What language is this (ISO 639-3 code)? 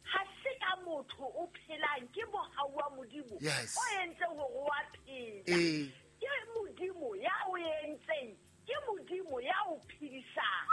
sot